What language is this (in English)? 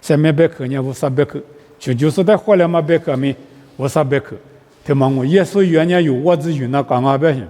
Lisu